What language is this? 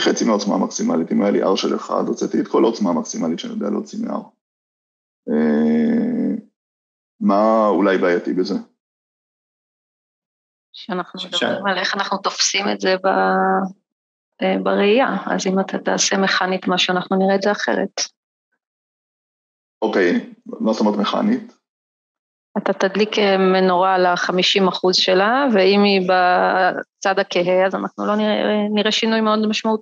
Hebrew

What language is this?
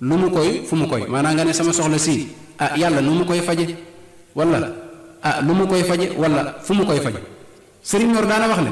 Wolof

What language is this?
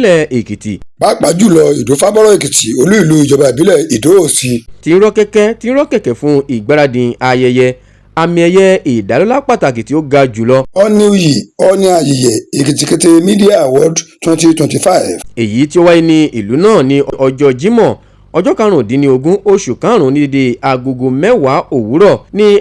Yoruba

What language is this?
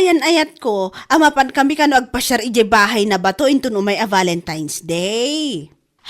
Iloko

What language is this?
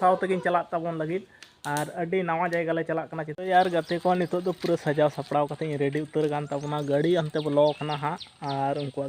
Santali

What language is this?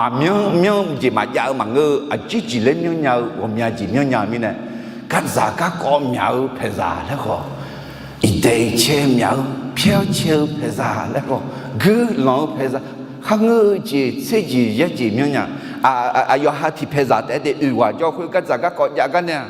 Akha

